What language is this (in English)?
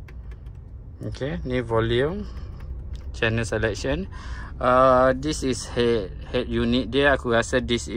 Malay